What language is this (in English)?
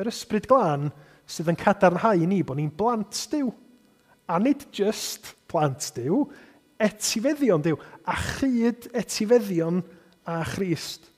Welsh